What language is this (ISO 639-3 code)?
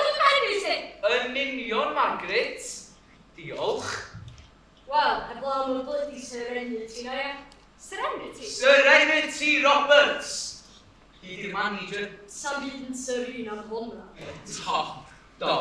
cym